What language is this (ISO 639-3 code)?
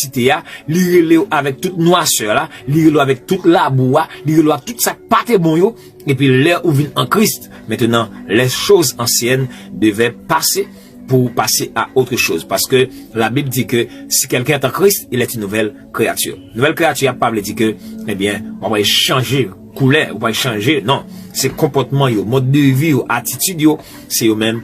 hat